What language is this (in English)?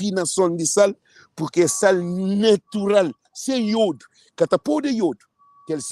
Kabuverdianu